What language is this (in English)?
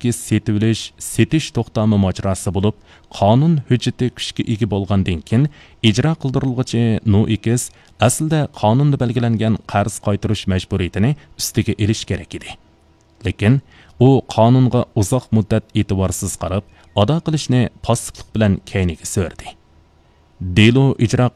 Uyghur